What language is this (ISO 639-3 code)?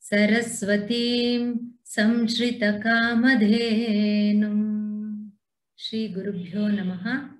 san